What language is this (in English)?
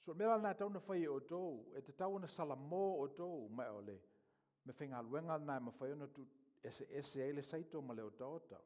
Samoan